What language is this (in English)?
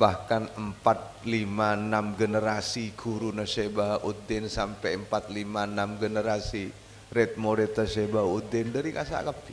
Madurese